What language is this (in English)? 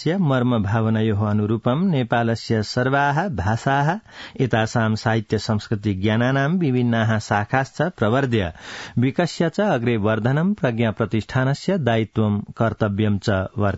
Sanskrit